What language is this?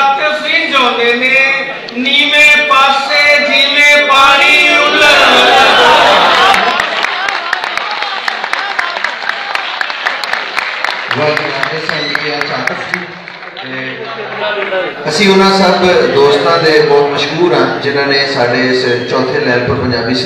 Punjabi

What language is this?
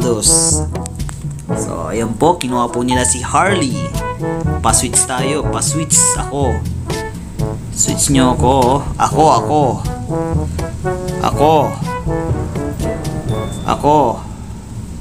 Filipino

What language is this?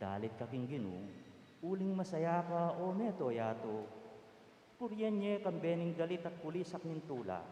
Pampanga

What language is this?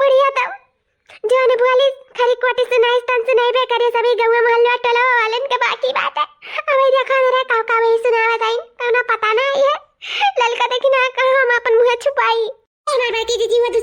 Awadhi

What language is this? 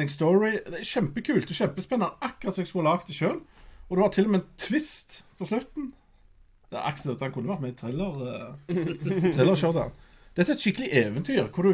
Norwegian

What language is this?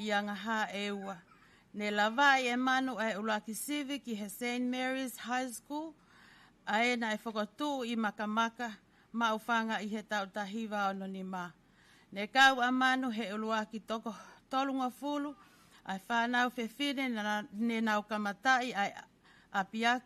Tongan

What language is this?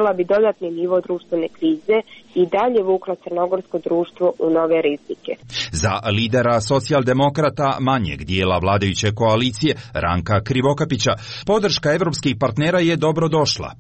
Serbian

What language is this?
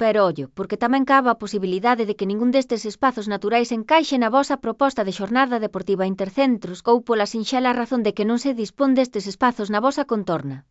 Galician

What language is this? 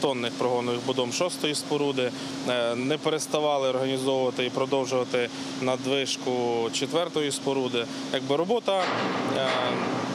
Ukrainian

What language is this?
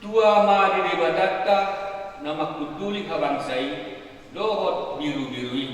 Batak Toba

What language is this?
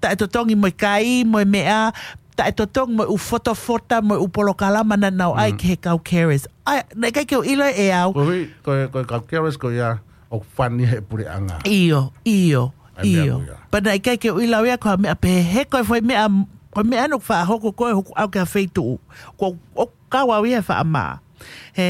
Tongan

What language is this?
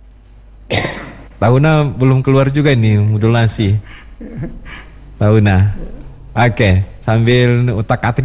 Indonesian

